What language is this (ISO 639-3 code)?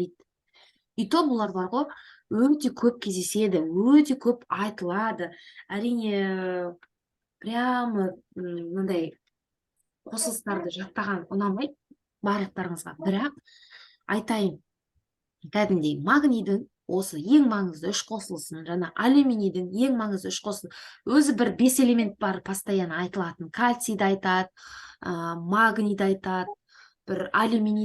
kaz